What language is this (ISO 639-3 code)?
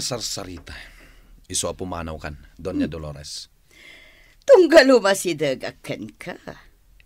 ilo